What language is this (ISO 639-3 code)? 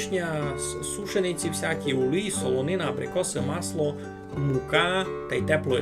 rue